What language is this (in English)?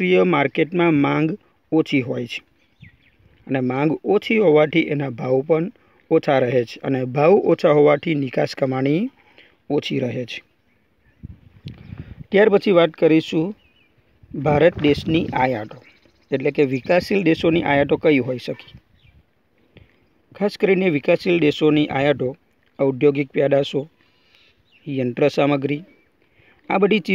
Gujarati